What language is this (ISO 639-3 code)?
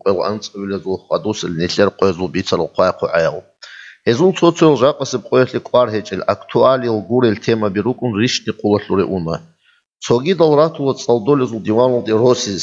ava